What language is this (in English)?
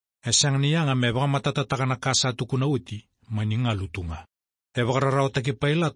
Fijian